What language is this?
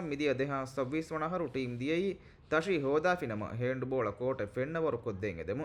Divehi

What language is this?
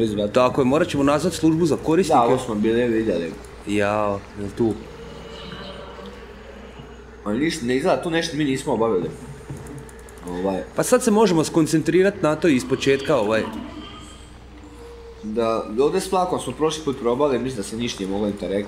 Croatian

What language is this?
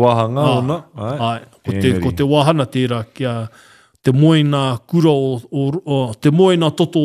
Māori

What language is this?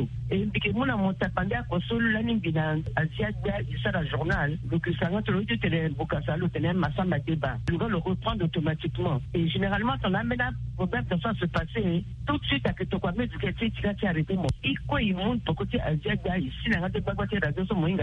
Sango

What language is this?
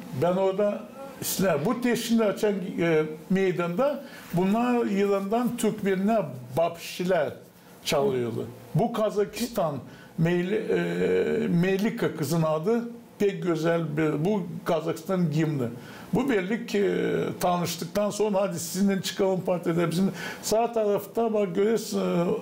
Gagauz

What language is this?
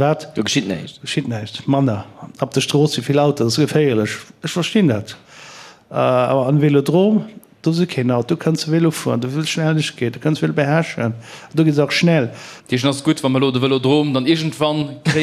Luxembourgish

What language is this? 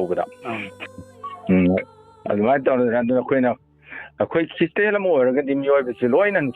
Manipuri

